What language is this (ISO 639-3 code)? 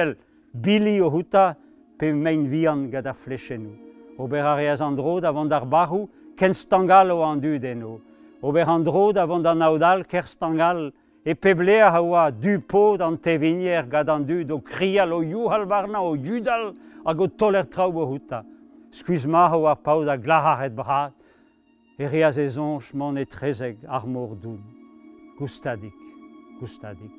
bre